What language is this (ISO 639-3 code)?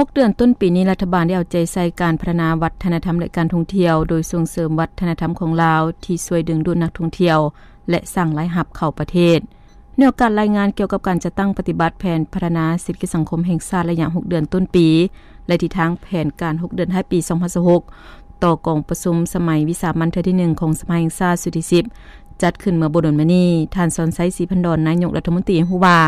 lao